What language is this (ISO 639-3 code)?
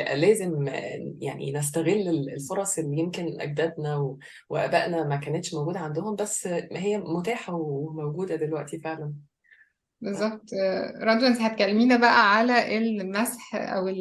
arz